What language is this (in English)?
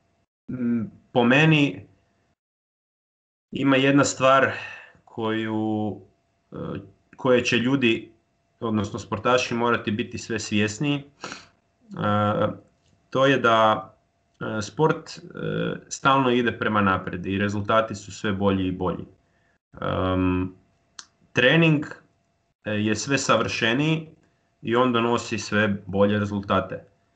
Croatian